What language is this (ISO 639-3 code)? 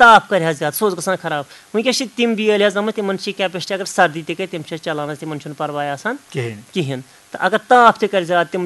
kas